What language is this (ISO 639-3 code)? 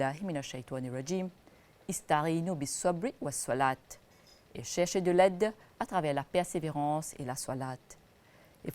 mfe